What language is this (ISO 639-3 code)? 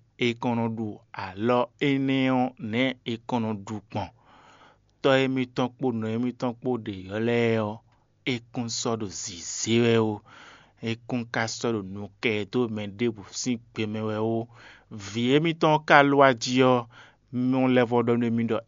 fon